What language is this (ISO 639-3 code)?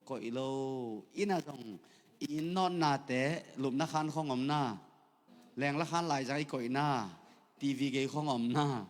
ctd